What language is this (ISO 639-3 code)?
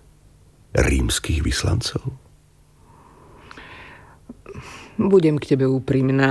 slk